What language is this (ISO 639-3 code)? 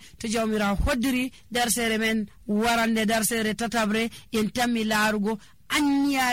fuv